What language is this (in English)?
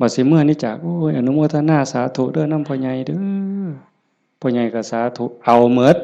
Northeastern Thai